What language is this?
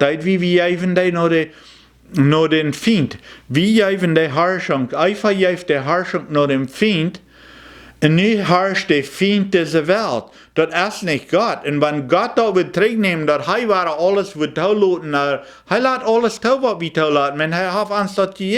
Plautdietsch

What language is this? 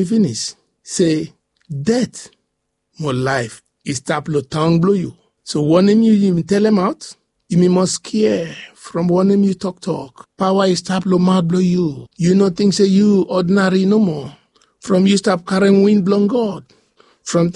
Bislama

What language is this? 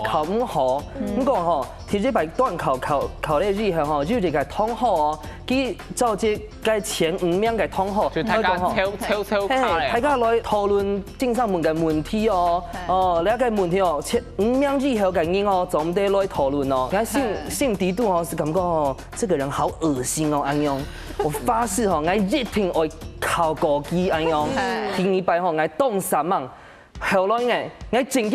Hakka Chinese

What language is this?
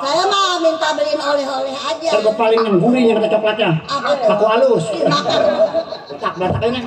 Betawi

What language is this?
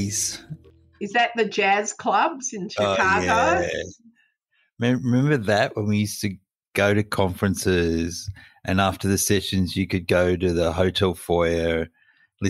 English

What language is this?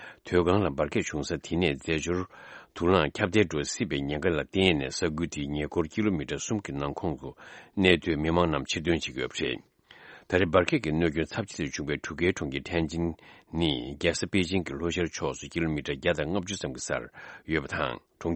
Tibetan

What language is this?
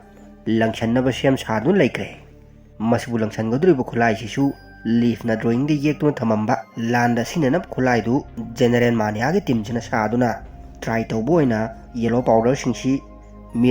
Manipuri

